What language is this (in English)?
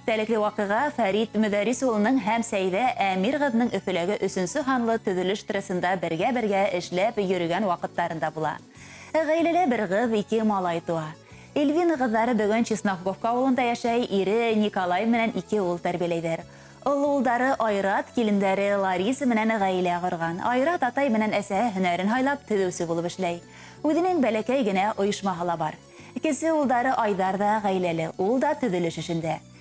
Bashkir